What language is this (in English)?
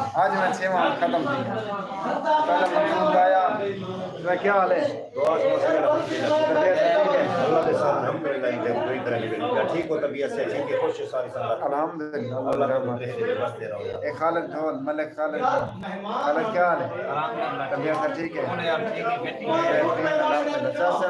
Saraiki